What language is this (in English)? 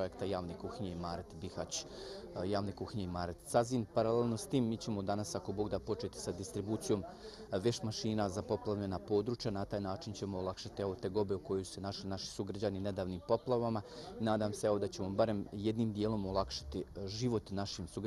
Bosnian